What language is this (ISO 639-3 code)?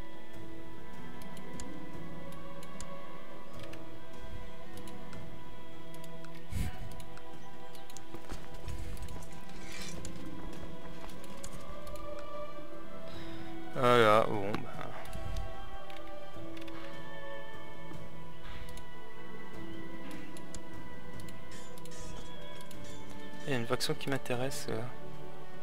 fra